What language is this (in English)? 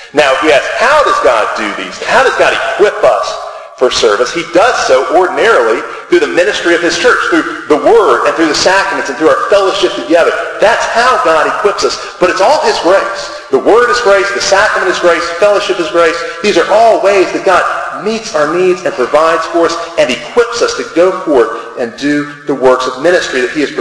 English